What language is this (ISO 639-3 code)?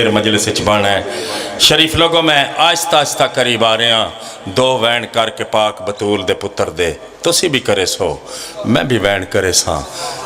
phr